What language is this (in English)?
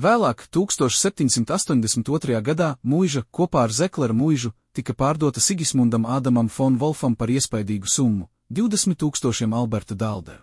Latvian